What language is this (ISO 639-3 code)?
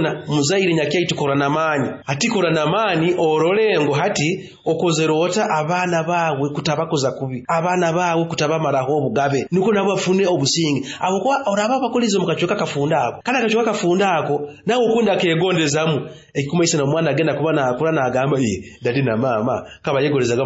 nyo